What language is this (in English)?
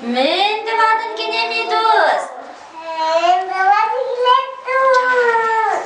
Chuvash